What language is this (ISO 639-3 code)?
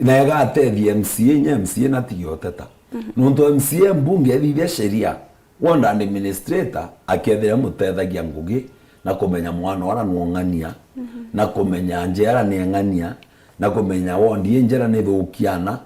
mer